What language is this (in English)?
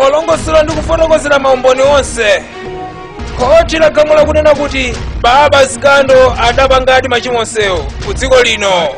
Nyanja